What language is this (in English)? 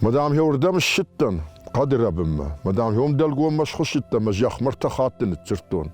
Ossetic